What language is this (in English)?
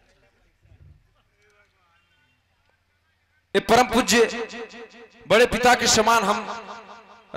Bhojpuri